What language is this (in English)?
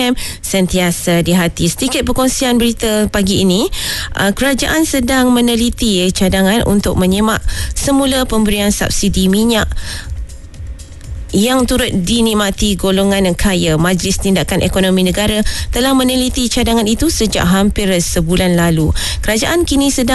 Malay